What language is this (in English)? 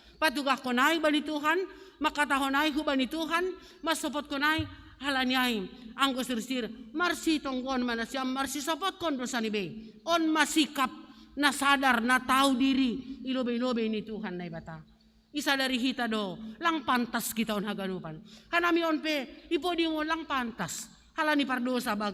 Batak Simalungun